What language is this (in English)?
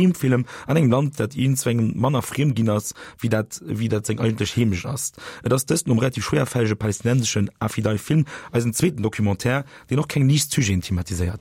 Luxembourgish